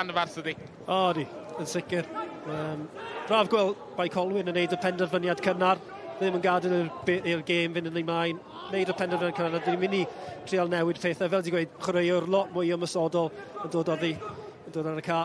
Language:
Welsh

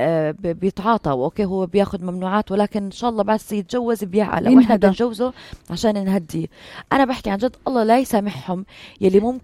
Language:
North Levantine Arabic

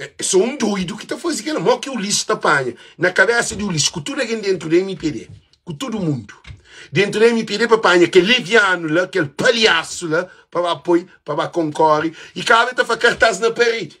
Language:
Kabuverdianu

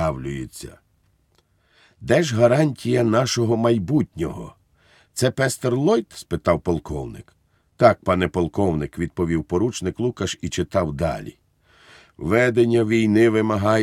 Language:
Ukrainian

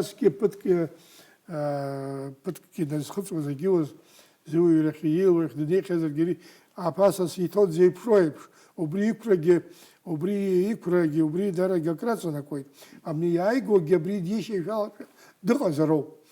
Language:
Abkhazian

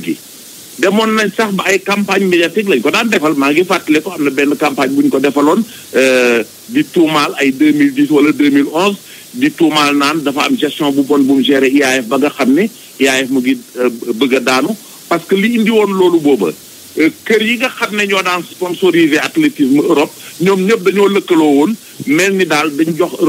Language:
Wolof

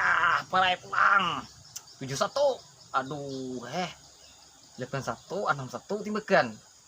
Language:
Banjar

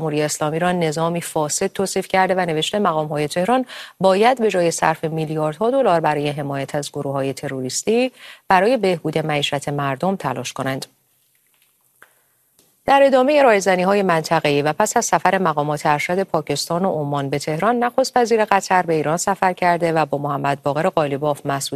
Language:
Persian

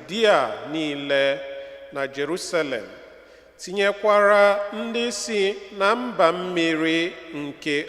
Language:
Igbo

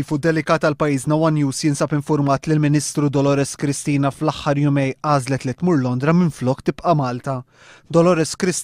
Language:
Maltese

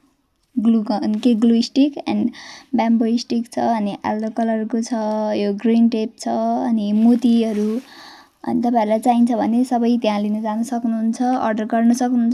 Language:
Nepali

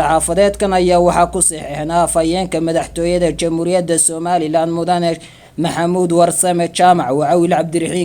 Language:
Somali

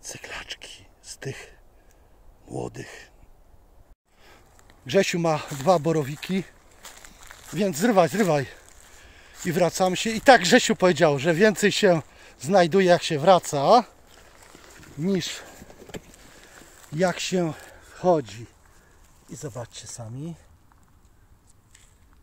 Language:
Polish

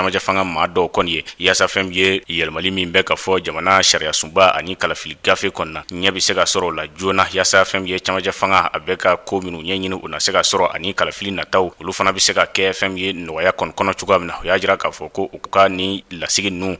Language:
Bambara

